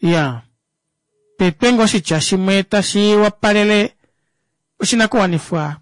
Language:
Kuanyama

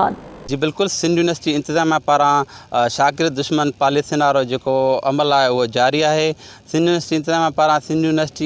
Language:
Sindhi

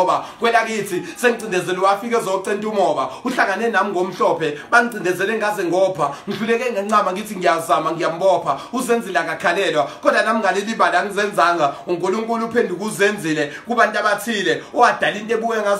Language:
Zulu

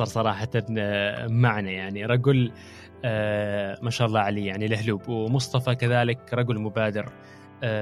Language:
Gulf Arabic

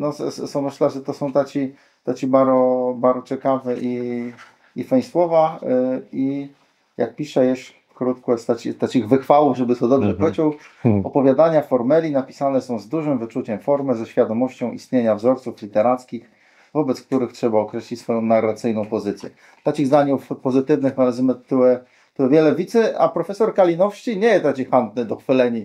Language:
Kashubian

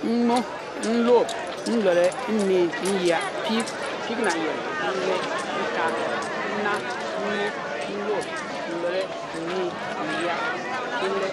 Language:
Bimoba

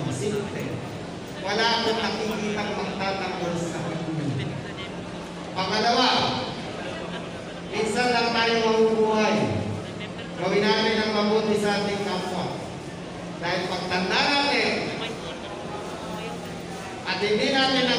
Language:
Filipino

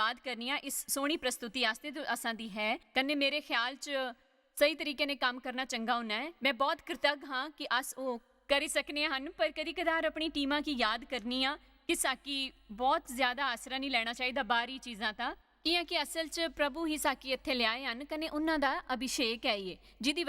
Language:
Dogri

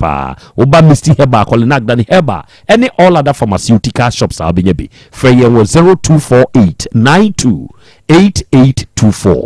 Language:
Akan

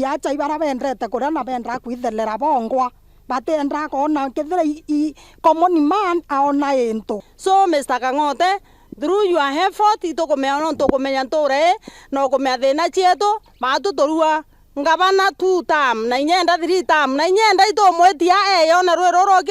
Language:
Meru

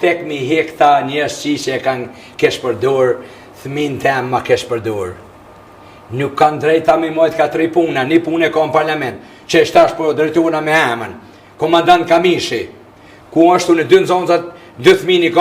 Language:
Albanian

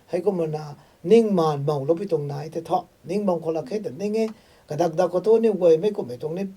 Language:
Rongmei Naga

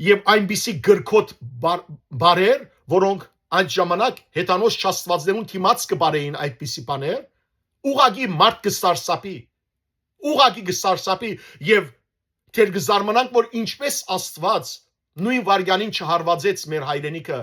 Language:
Western Armenian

